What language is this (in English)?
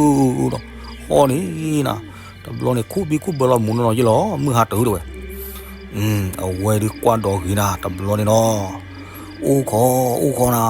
S'gaw Karen